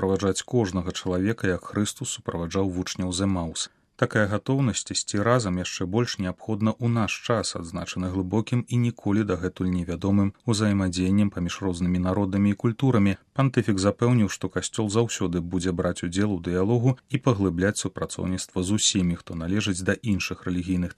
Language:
Belarusian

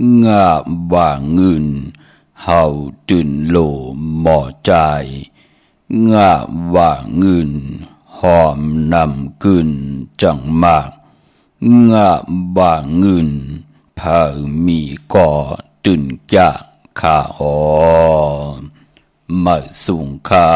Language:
Shan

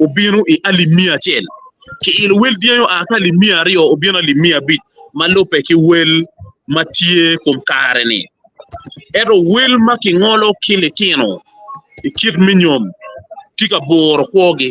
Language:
Acoli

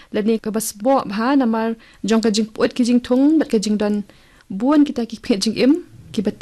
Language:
Khasi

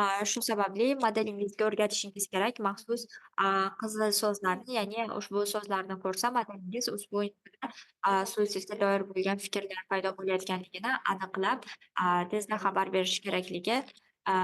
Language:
Uzbek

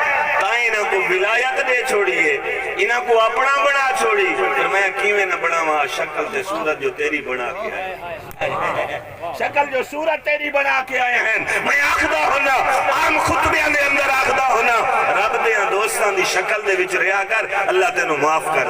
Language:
Saraiki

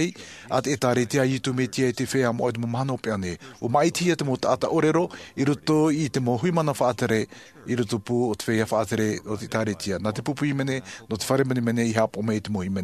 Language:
Tahitian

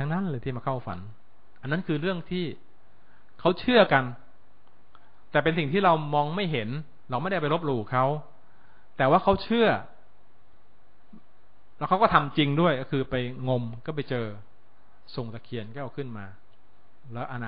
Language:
Thai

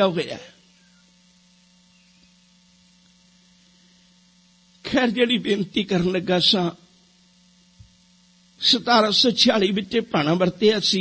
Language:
Punjabi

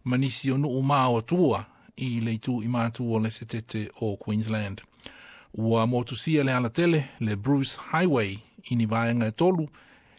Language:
Samoan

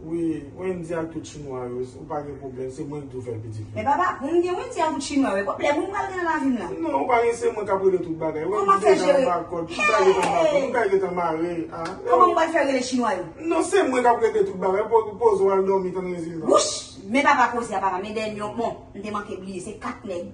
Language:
Haitian Creole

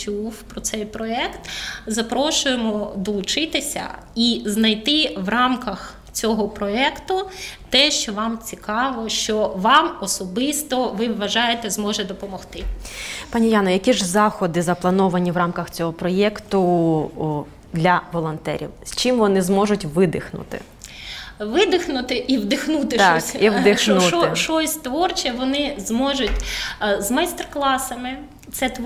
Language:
Ukrainian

